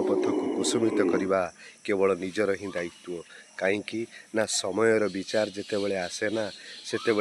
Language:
Odia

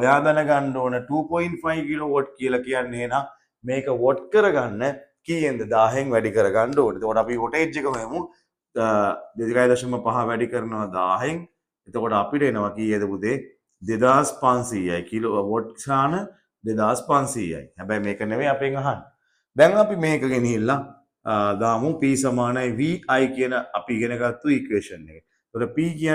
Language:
Sinhala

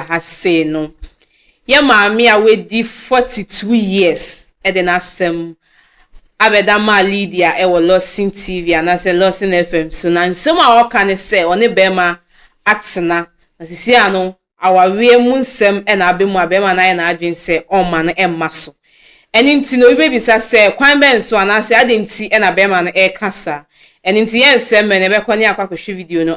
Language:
Akan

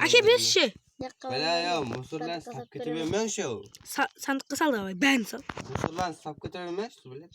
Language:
Kara-Kalpak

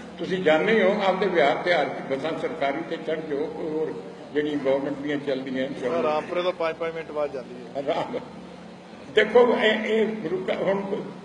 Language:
Punjabi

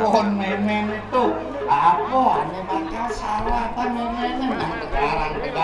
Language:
Balinese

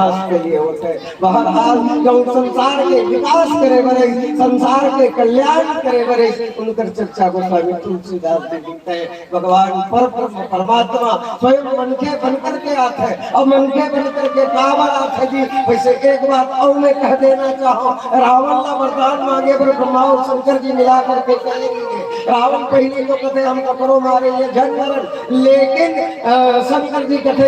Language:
Chhattisgarhi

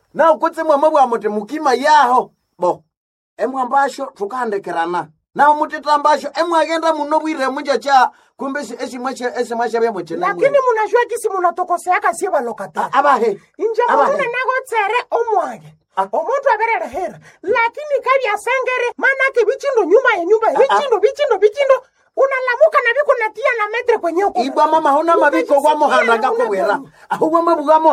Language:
Nande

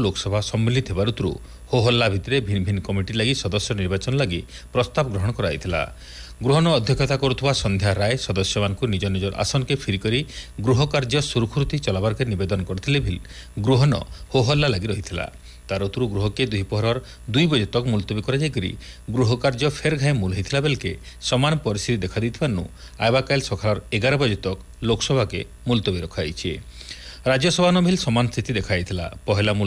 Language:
Odia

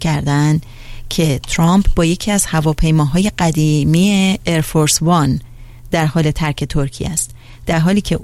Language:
Persian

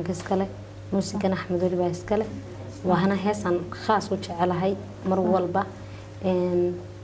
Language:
Somali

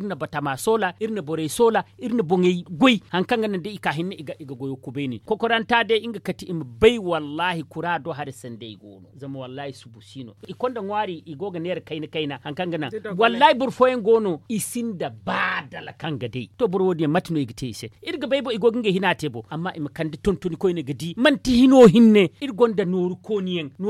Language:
Zarma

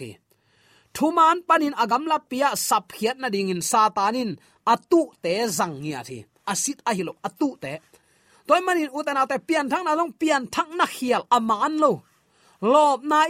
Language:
Tedim Chin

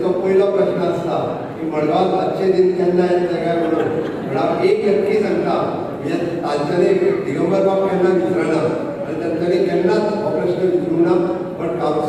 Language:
Konkani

